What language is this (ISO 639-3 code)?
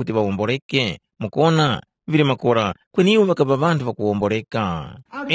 tum